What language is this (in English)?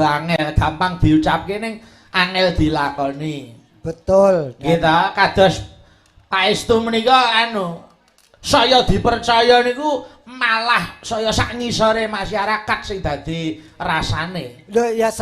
Javanese